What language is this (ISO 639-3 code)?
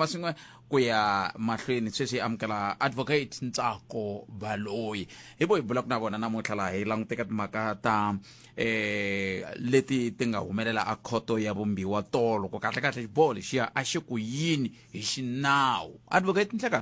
tso